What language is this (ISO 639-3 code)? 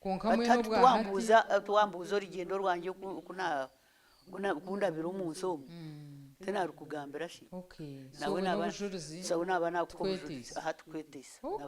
nyn